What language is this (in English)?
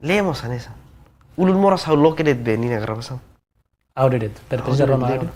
Tetum